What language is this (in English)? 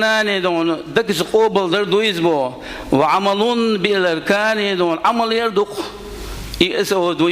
Chechen